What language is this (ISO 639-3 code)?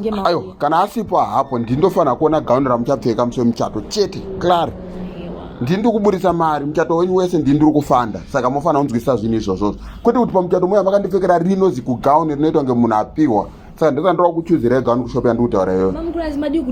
sna